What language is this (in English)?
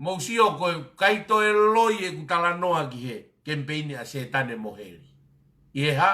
Tongan